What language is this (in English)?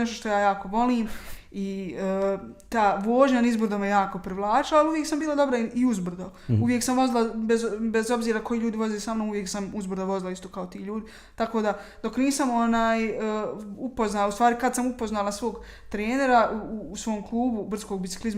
Bosnian